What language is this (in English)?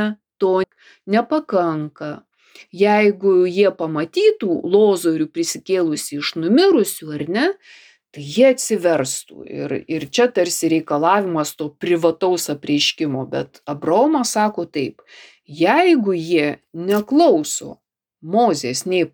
Lithuanian